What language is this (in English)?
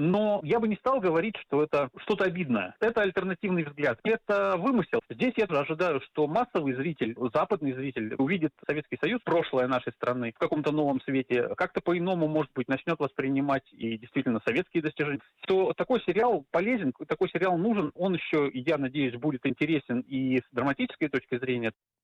Russian